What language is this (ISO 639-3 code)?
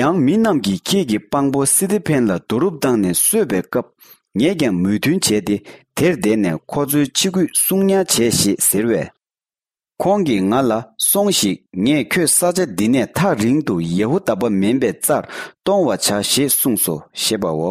bod